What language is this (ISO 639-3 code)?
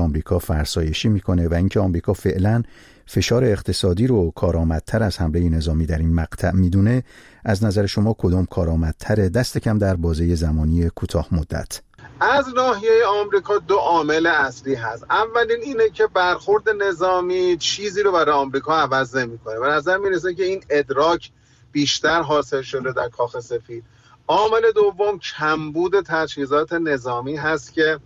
fas